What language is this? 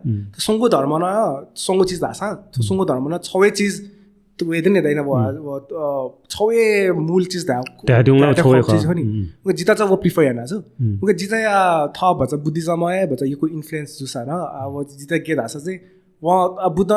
Newari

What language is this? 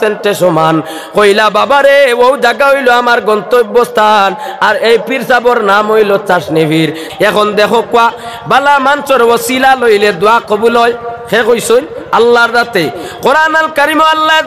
Sylheti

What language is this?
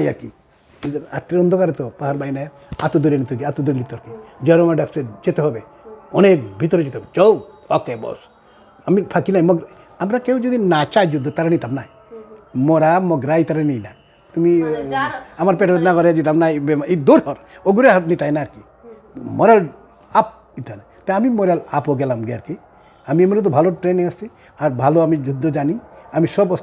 Sylheti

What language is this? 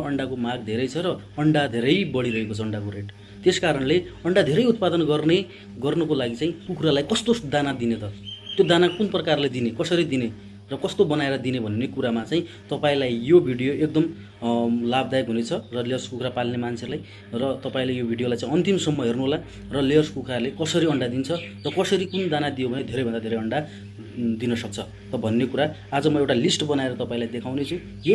Nepali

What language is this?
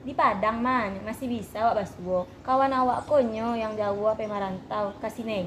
Minangkabau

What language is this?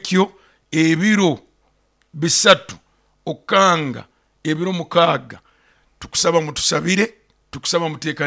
Nyoro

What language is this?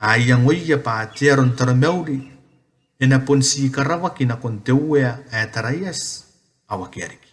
Gilbertese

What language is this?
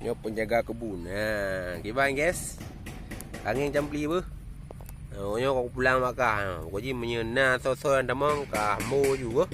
Achinese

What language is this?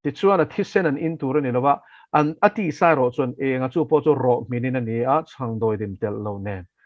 Mizo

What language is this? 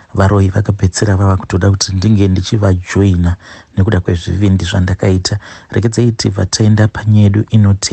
Shona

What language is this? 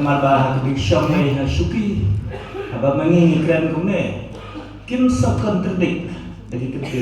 Khasi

